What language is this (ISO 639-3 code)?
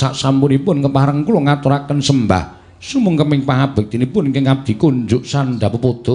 jav